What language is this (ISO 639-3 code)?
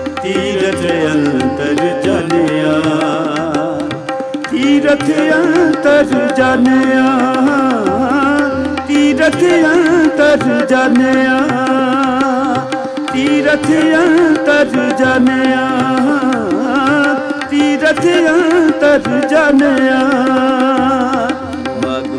pan